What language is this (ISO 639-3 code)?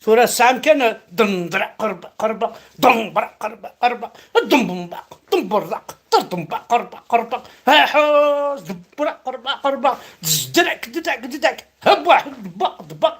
kab